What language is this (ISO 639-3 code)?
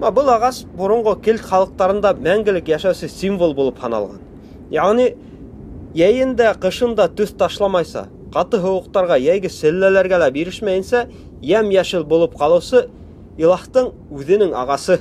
bak